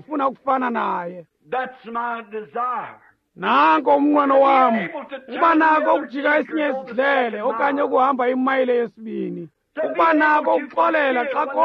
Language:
Xhosa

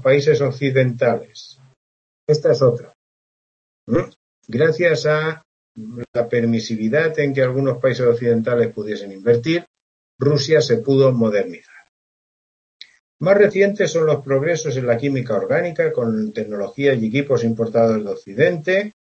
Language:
Spanish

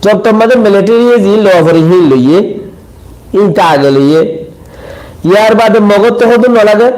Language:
Rohingya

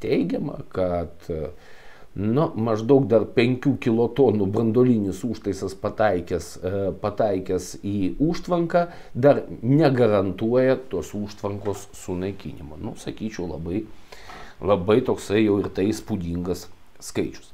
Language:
Lithuanian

